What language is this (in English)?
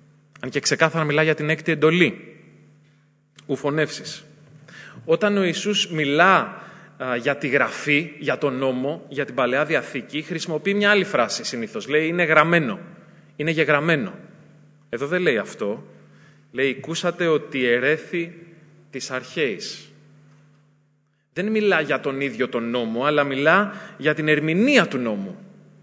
Greek